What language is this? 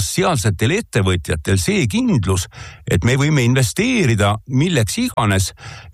Estonian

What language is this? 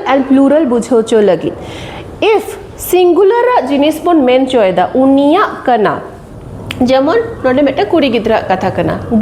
Santali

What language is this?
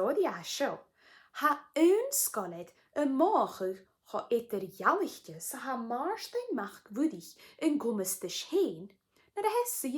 Scottish Gaelic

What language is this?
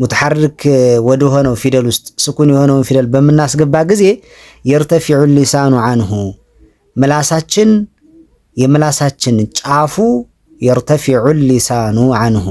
Amharic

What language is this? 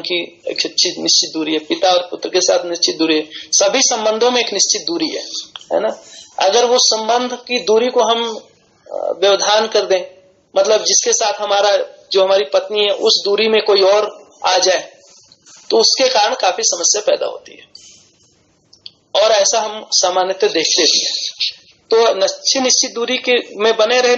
Hindi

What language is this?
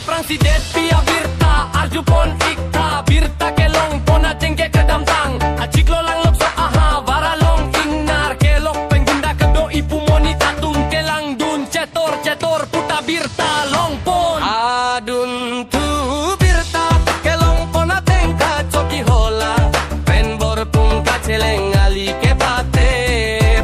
Karbi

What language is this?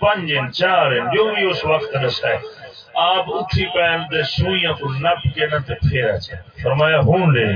Saraiki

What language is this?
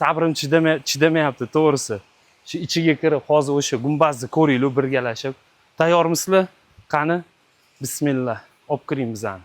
Uzbek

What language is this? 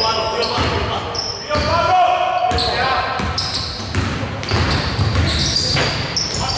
Greek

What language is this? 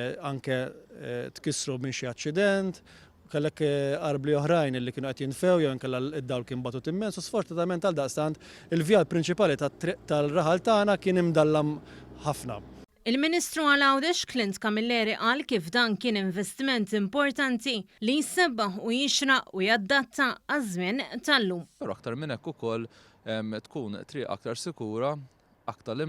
Maltese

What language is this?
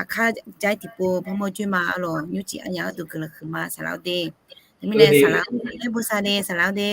Akha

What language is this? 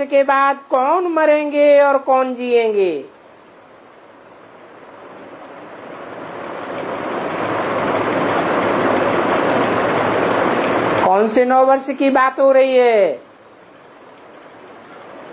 Hindi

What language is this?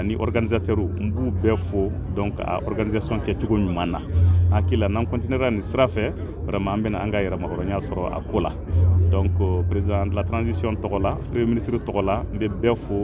Bambara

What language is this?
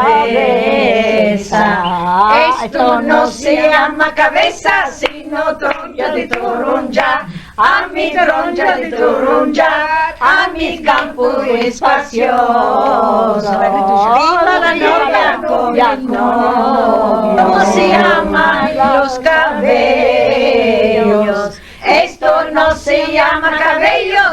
Ladino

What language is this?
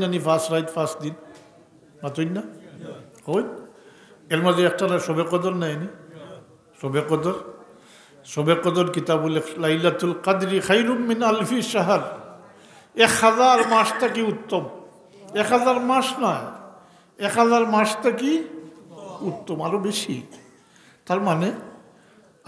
Sylheti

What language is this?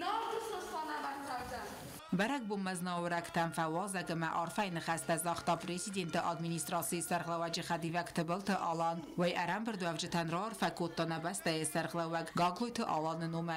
Ossetic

